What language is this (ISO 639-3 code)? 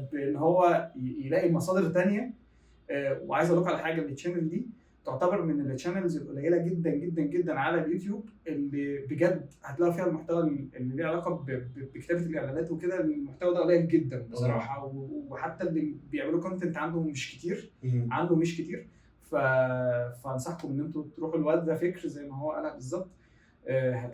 arz